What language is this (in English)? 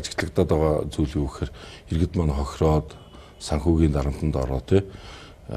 Mongolian